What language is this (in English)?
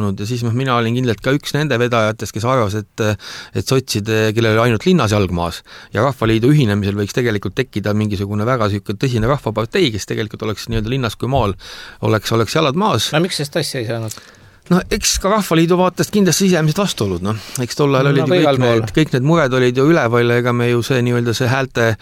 Estonian